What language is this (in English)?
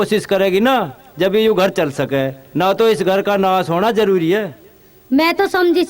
Haryanvi